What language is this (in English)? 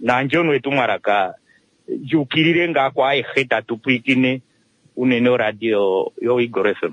Kuanyama